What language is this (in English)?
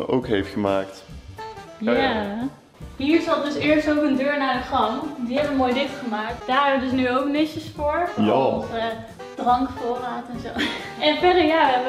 Dutch